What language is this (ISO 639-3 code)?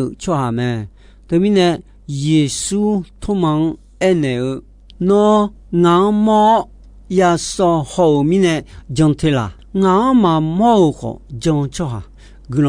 ahk